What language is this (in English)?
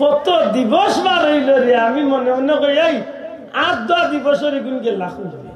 Sylheti